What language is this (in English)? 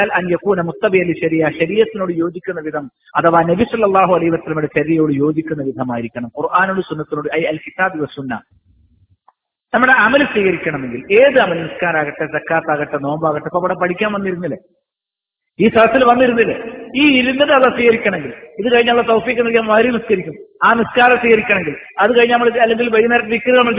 Malayalam